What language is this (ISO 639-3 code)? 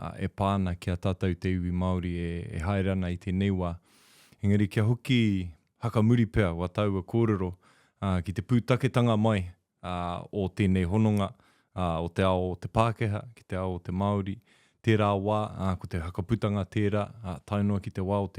mri